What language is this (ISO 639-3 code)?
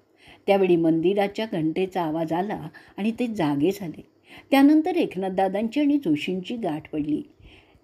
mar